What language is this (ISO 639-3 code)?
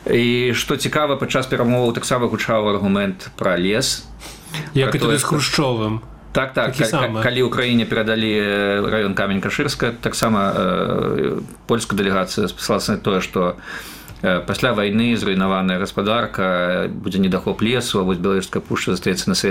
bel